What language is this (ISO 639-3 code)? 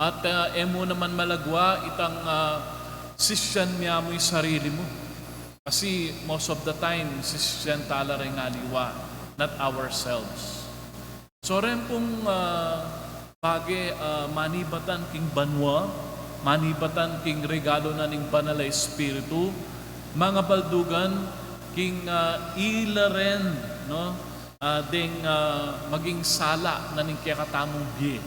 pam